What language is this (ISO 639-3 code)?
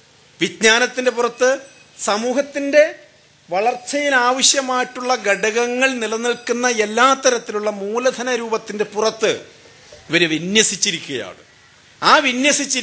mal